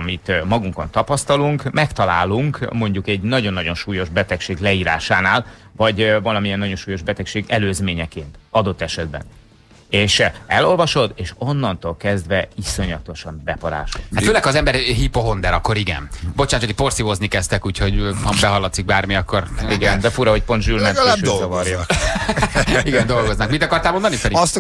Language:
Hungarian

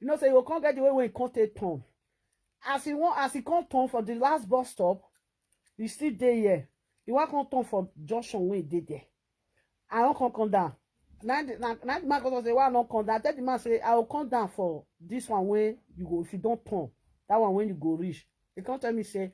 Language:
Nigerian Pidgin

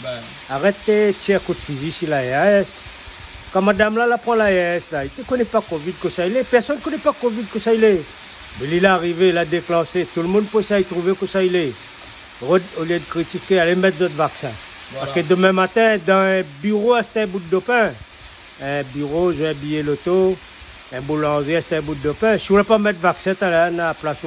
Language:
Réunion Creole French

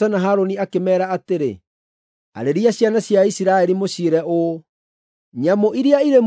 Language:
Kikuyu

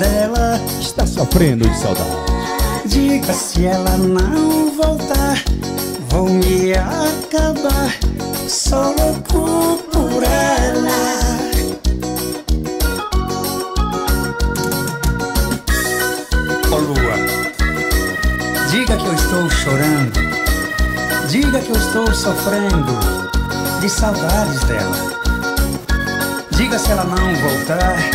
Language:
Portuguese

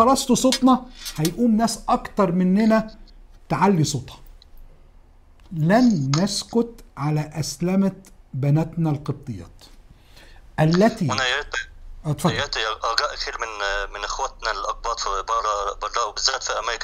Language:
Egyptian Arabic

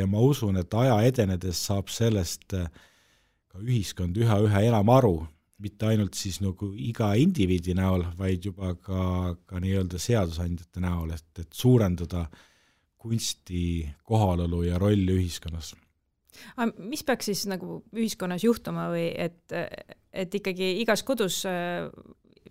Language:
Estonian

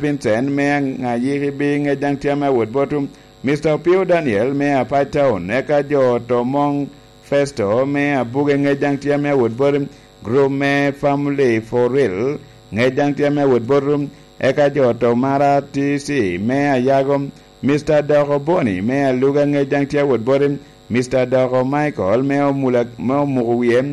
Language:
Lango (Uganda)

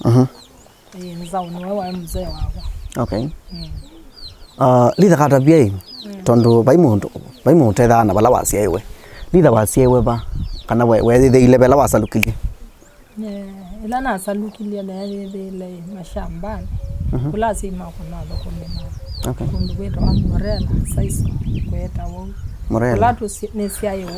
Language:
Kamba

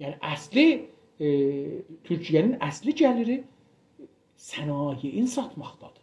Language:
South Azerbaijani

